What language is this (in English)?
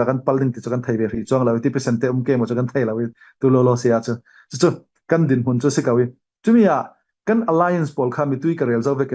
Falam Chin